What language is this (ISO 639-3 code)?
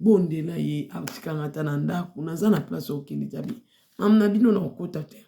lin